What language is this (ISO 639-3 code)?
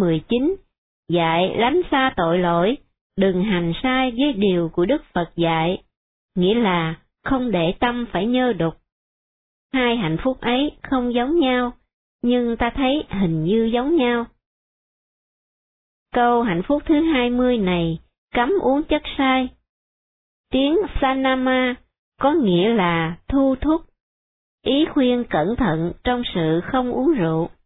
vie